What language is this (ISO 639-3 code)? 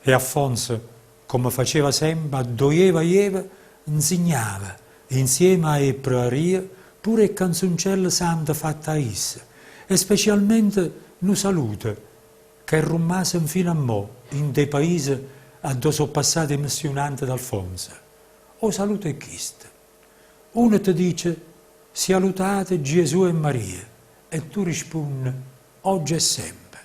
nap